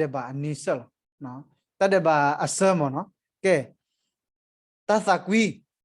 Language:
S'gaw Karen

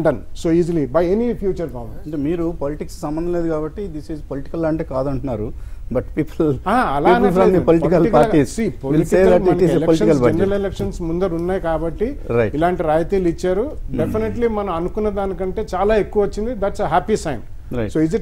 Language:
Telugu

